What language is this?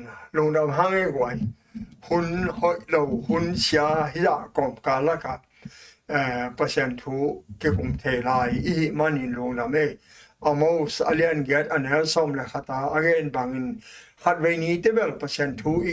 Tedim Chin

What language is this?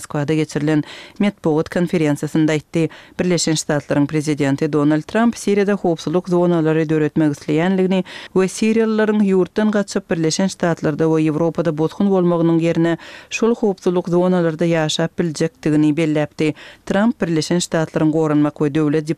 Kyrgyz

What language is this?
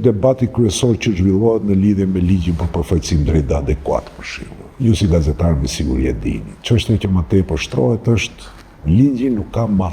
Albanian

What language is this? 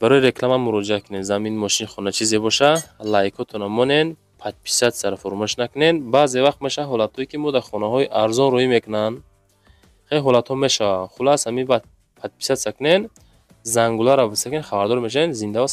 Tajik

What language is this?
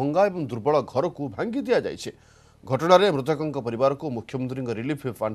Odia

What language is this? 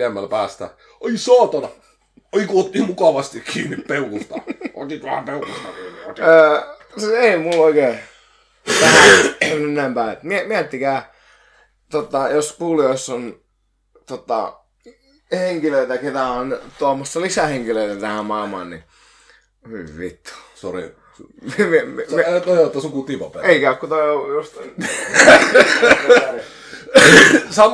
Finnish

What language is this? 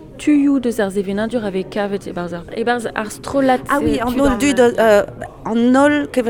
Breton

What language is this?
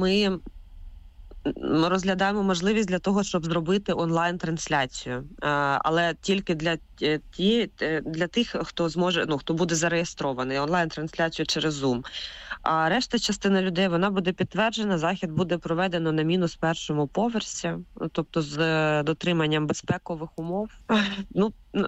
Ukrainian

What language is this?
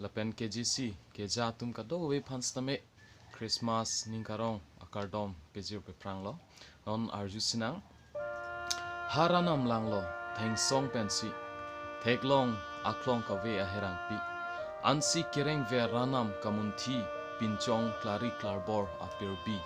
Karbi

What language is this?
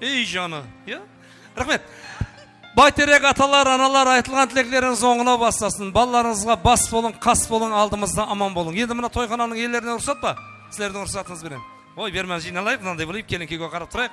Kara-Kalpak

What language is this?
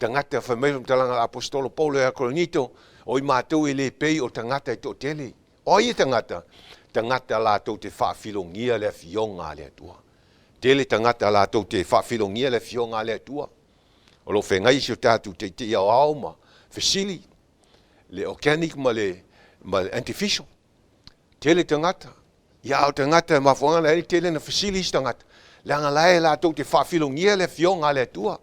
Samoan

